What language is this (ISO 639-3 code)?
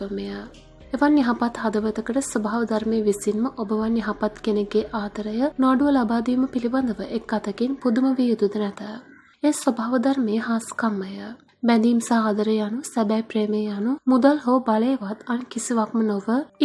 sin